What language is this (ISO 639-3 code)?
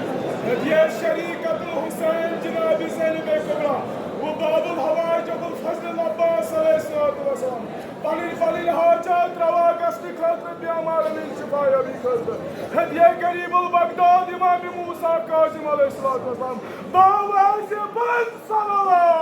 kas